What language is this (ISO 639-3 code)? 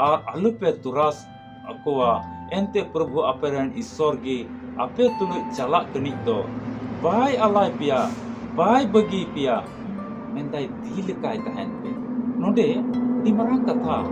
sat